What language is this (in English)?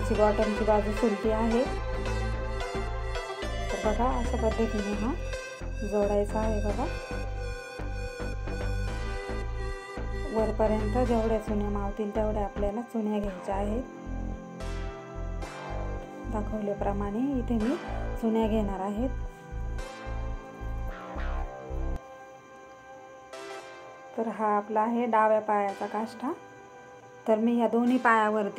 Marathi